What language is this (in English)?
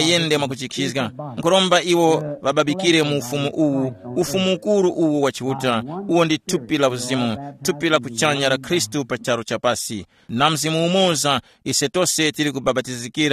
Tumbuka